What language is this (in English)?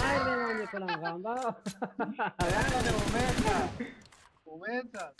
Persian